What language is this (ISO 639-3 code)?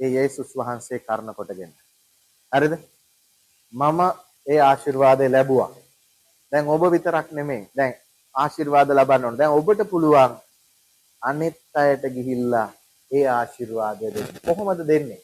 sin